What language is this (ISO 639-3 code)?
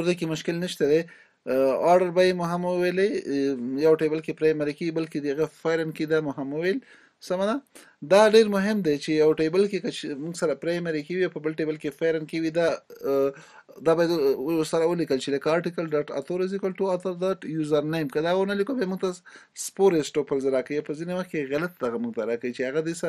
pus